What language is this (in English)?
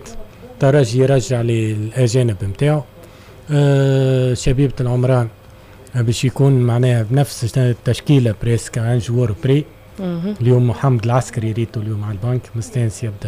Tunisian Arabic